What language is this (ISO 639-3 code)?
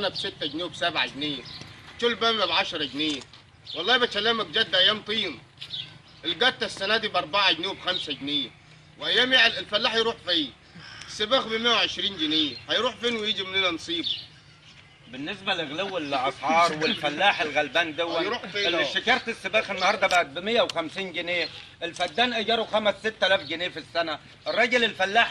arz